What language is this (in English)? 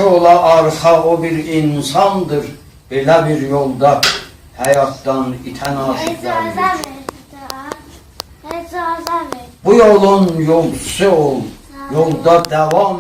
South Azerbaijani